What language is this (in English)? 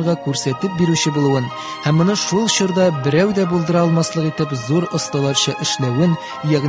Tatar